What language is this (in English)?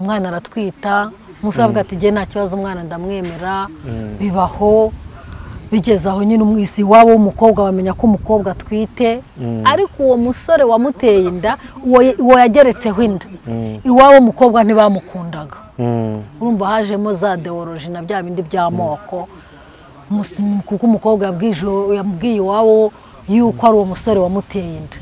Kinyarwanda